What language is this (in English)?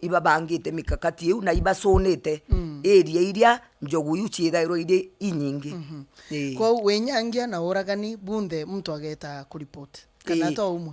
Meru